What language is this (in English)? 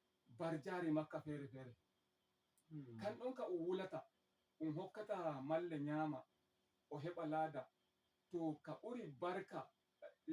Fula